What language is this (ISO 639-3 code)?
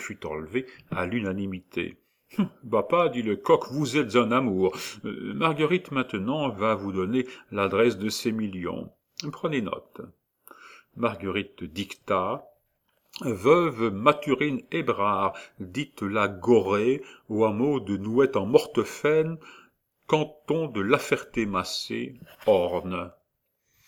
fra